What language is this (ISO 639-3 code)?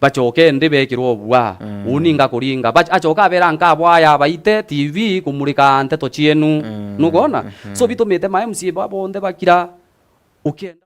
mer